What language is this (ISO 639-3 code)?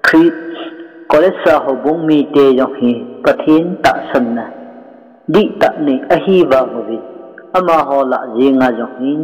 tcz